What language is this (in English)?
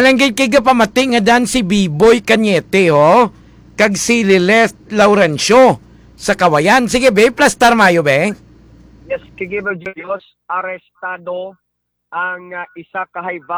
Hiligaynon